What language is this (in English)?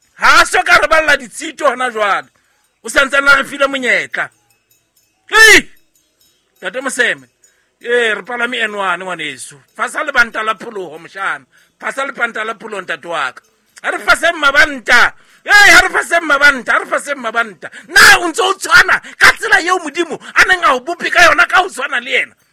Southern Sotho